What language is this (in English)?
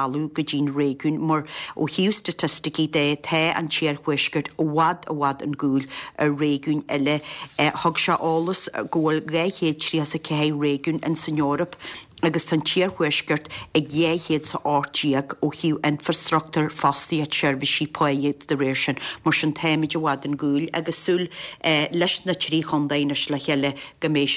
Irish